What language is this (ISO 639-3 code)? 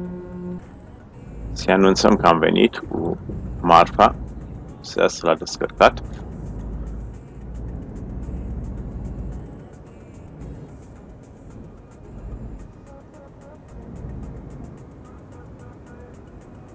ron